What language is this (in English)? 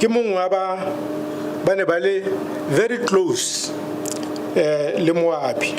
Tswana